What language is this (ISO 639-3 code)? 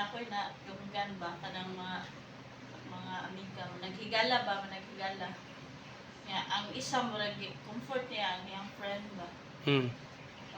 ceb